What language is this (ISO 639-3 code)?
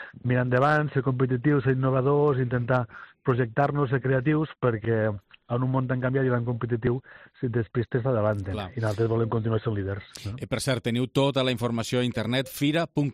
cat